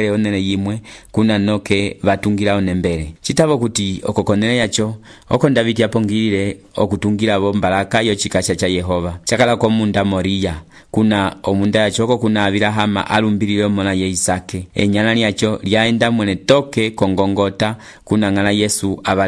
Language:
Umbundu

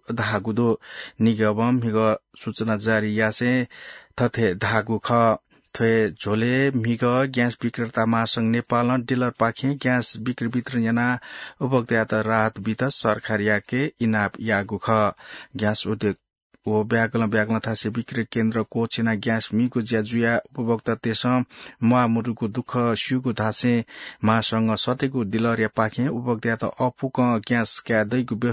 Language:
Newari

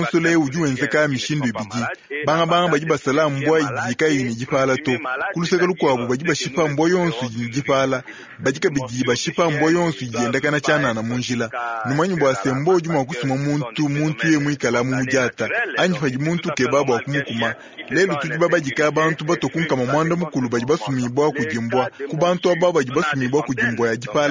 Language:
Luba-Lulua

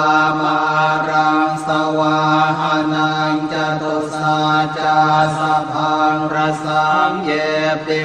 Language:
Pali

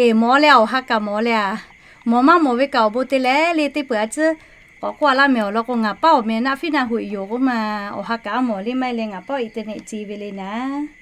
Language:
Lahu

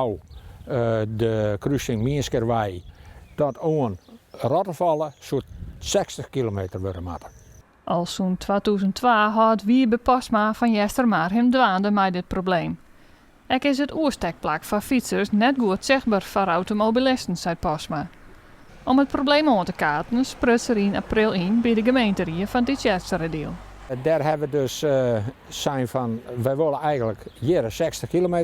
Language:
Western Frisian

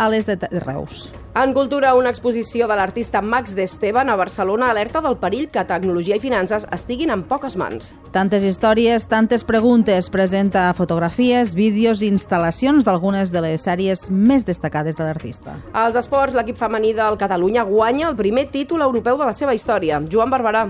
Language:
Catalan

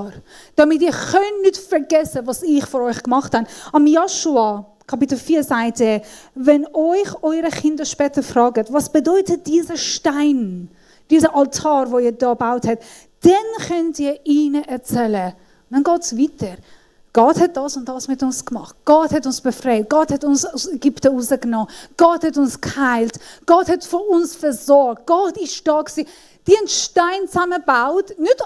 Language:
Swiss German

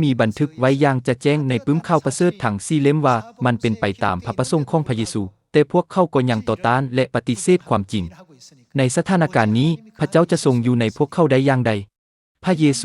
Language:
Lao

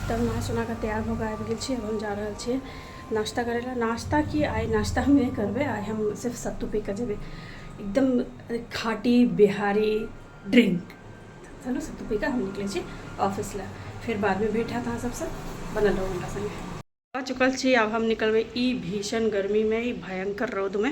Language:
Maithili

